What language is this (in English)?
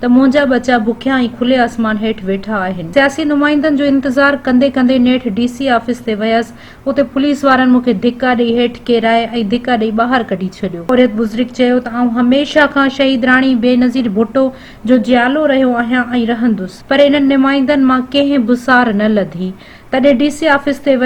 Sindhi